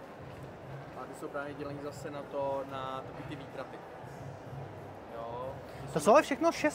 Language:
Czech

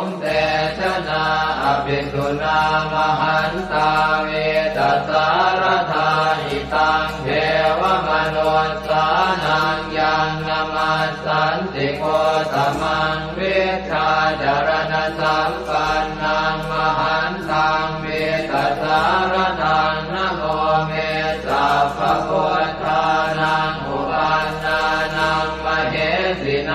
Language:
Pali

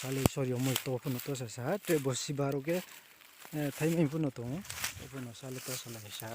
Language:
Riang (India)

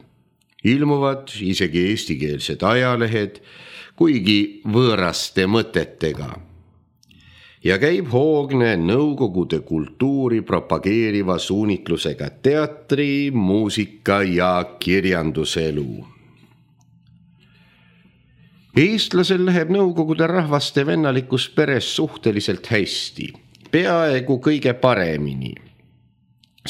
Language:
Estonian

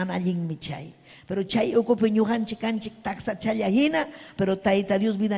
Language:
Ayacucho Quechua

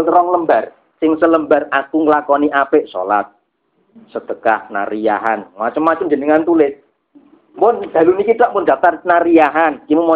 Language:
Javanese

